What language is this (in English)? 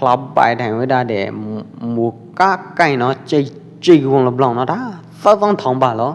Pwo Eastern Karen